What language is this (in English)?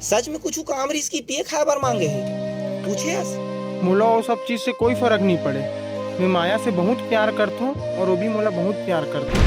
Chhattisgarhi